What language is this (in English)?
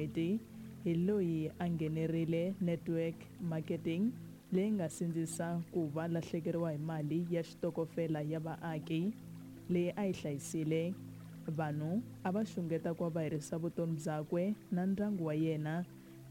Tsonga